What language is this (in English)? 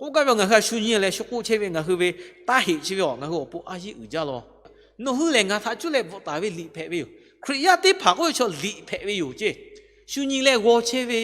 Lahu